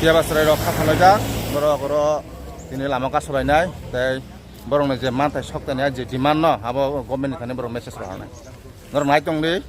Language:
Kok Borok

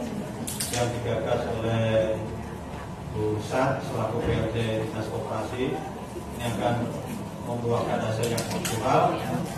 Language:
Indonesian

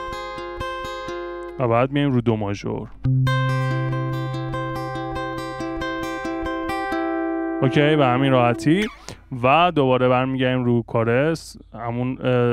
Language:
Persian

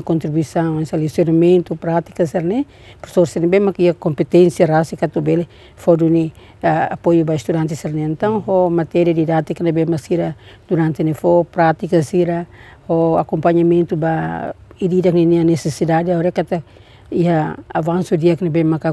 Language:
Tetum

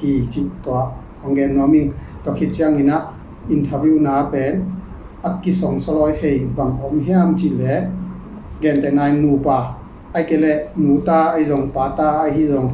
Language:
Tedim Chin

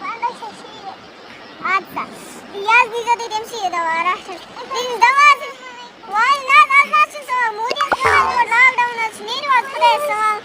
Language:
Kashmiri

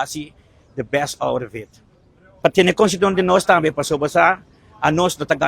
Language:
Papiamento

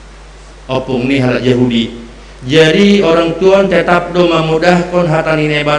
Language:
Batak Simalungun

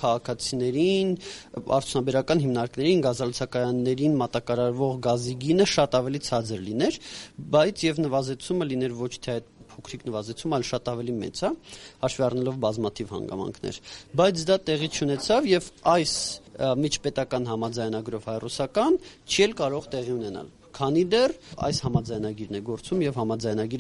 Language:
Armenian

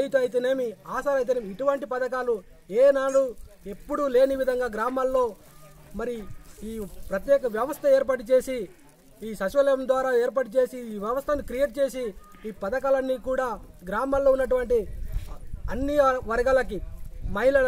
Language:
Telugu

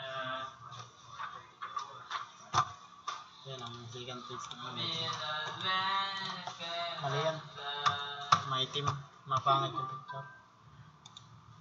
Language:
Filipino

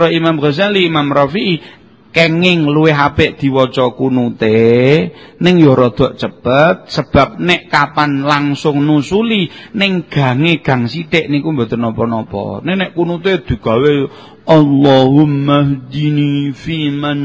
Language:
Javanese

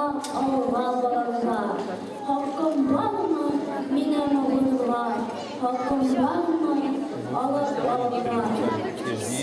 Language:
Tatar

